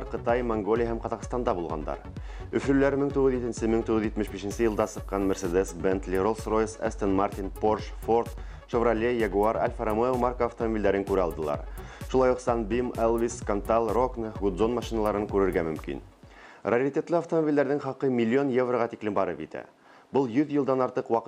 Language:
Bashkir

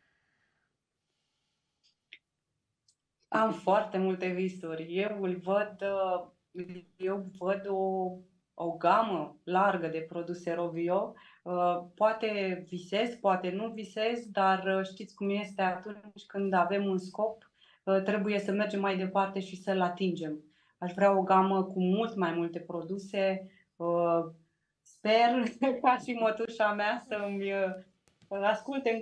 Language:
Romanian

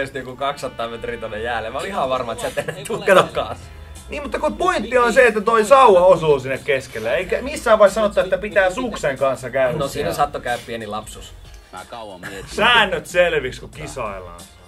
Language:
Finnish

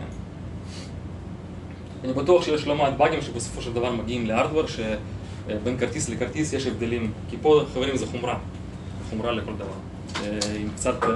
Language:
Hebrew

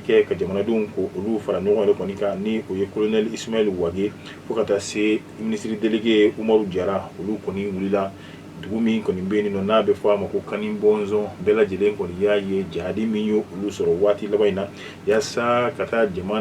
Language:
Bambara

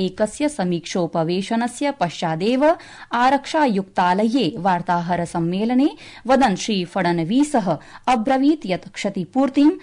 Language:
Sanskrit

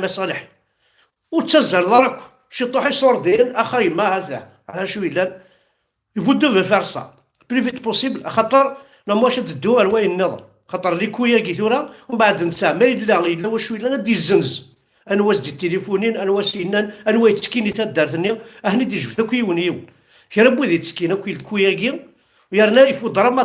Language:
Kabyle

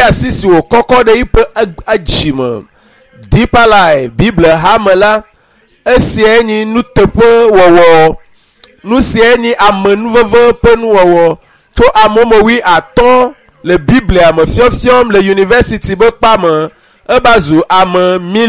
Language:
Ewe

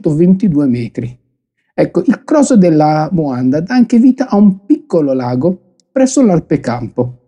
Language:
Italian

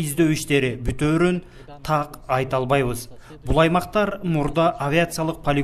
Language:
Kyrgyz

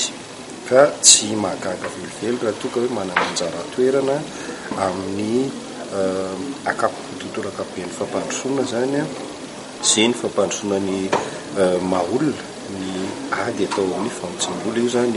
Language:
Malagasy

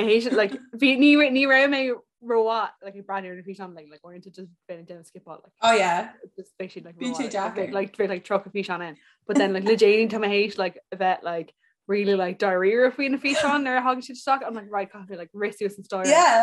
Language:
Irish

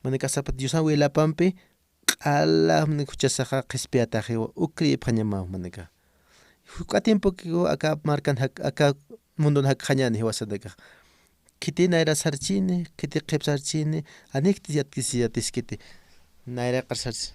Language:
Aymara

